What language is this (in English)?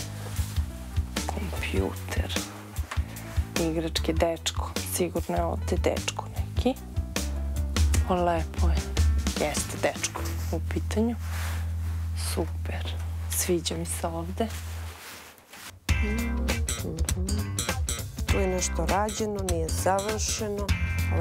Serbian